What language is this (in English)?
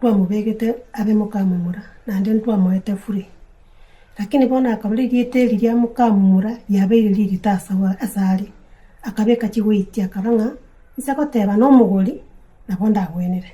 Gusii